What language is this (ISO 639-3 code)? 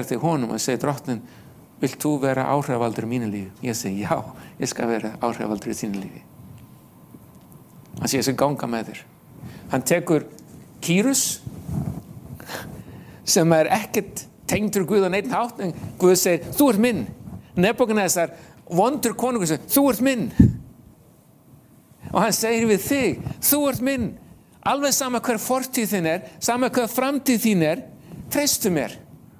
isl